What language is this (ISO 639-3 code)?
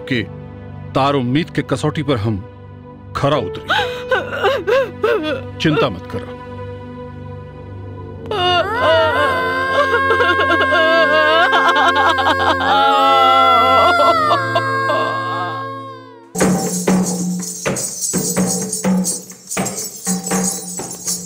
bho